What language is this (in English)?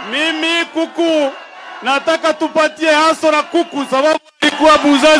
Swahili